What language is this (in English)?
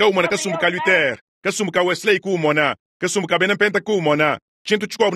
Luba-Lulua